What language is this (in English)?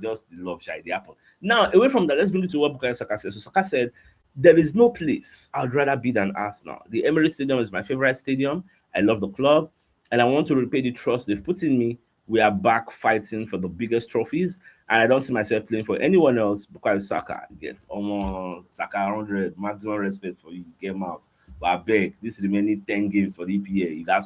Nigerian Pidgin